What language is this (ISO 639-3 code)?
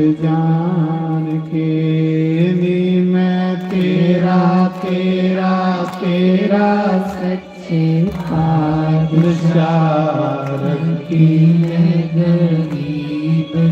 doi